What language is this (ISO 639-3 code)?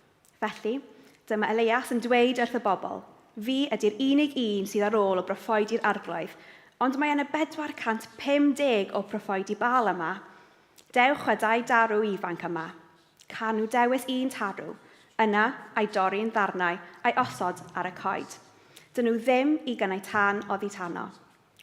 cym